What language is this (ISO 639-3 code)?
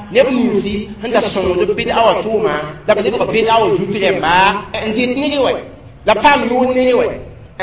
mos